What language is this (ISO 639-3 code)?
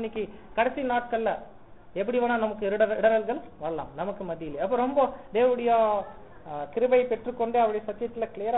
tam